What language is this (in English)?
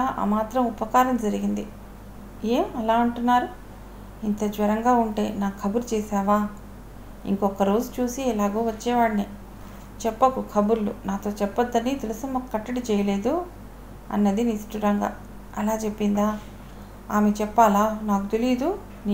Telugu